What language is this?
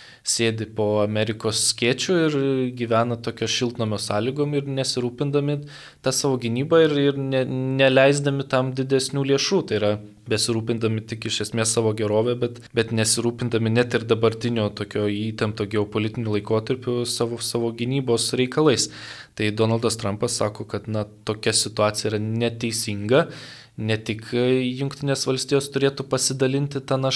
Lithuanian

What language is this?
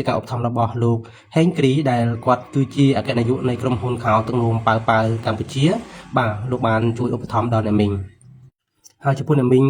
Khmer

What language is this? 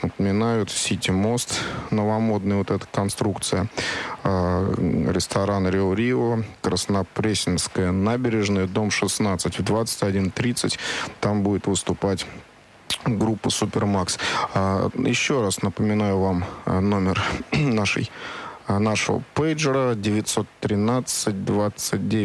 Russian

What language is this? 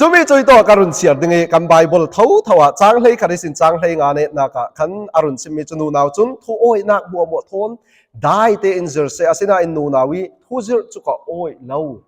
Falam Chin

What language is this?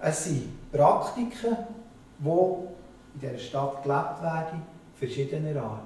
Swiss German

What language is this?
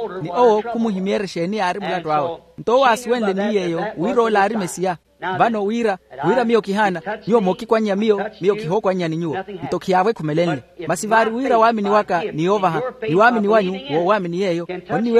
Makhuwa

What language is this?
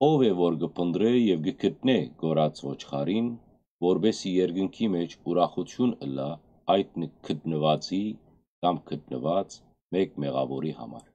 Western Armenian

